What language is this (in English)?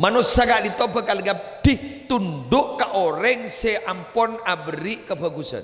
Madurese